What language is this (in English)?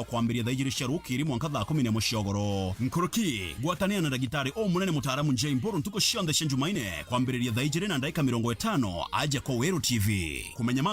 Meru